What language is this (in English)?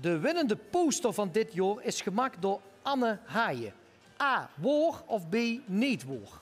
Limburgish